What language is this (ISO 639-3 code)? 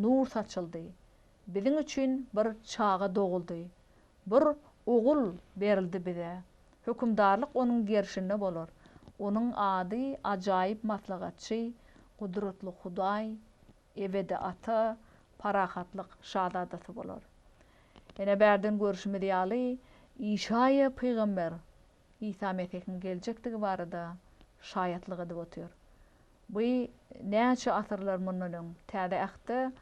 tuk